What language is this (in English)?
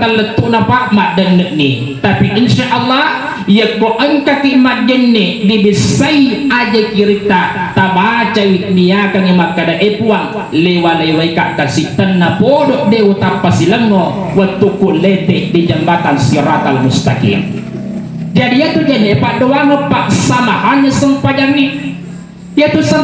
Buginese